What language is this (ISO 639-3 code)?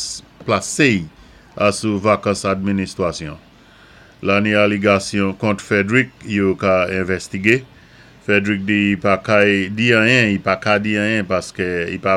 acf